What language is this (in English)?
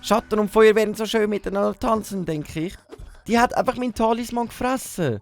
Swiss German